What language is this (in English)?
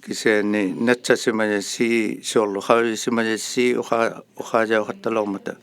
Inuktitut